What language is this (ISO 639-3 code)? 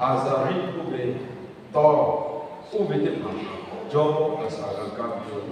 lhu